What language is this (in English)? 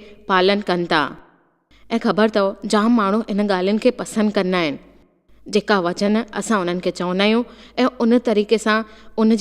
Sindhi